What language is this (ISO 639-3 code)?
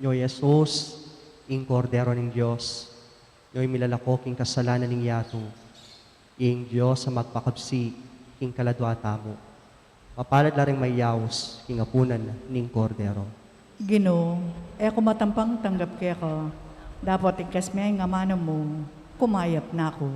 pam